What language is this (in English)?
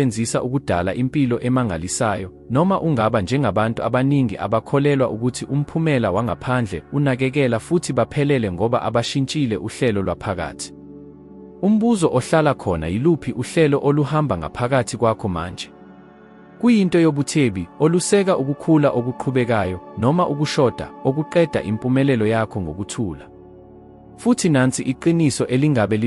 Zulu